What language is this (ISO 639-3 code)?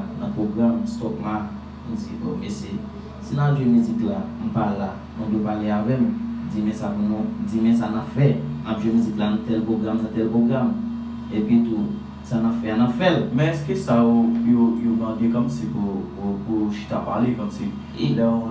hat